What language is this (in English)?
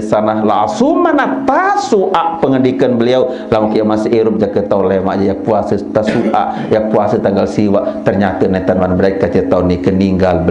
Sasak